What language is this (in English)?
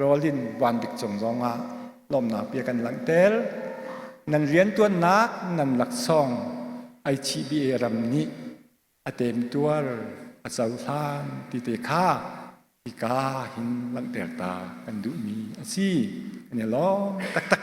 Hakha Chin